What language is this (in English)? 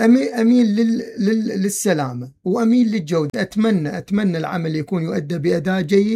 Mesopotamian Arabic